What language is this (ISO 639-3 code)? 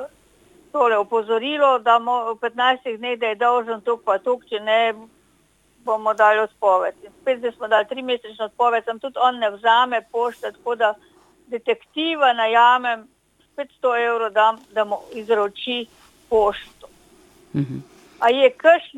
slv